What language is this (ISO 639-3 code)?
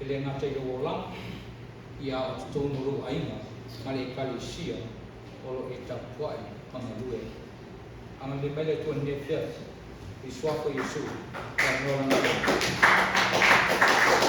smo